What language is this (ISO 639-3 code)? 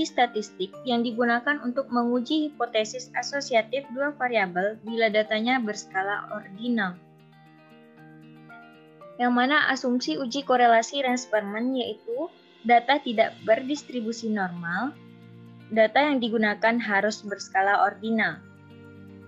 ind